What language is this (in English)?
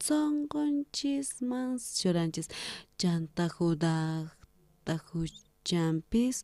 South Bolivian Quechua